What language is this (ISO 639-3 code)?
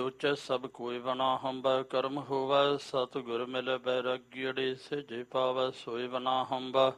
pan